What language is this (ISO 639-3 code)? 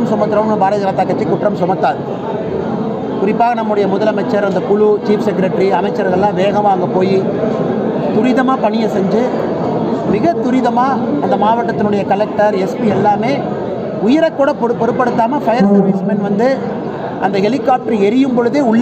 tam